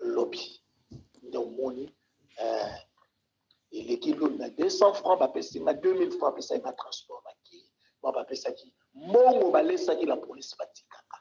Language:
Lingala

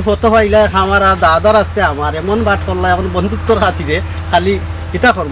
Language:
Sylheti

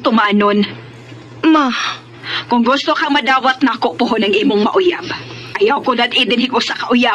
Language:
Cebuano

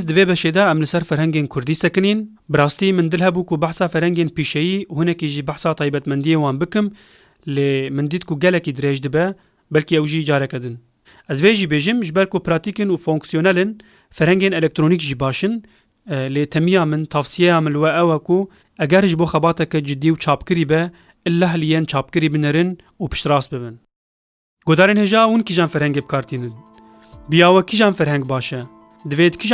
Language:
Kurdish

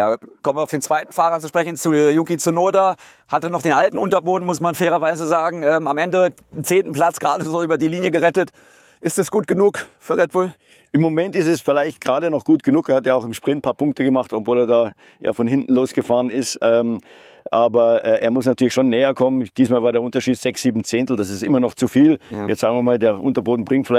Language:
German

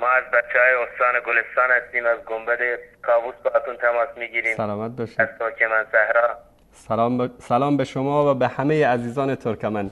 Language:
Persian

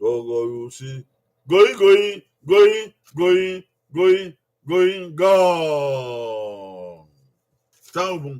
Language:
Bini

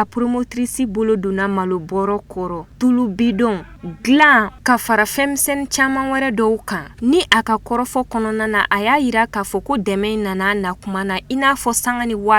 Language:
Bambara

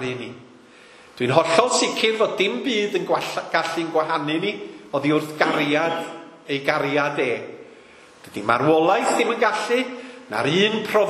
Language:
Welsh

